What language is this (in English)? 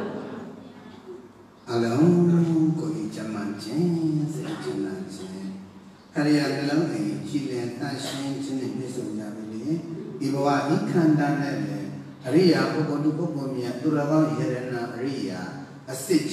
Burmese